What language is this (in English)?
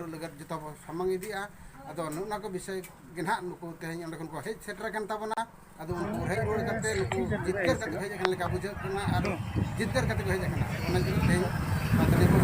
Santali